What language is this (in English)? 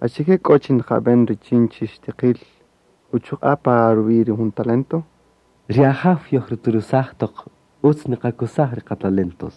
Kaqchikel